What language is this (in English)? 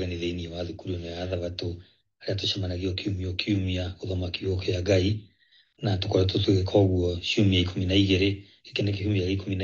Kikuyu